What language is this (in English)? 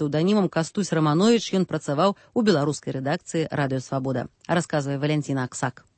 Belarusian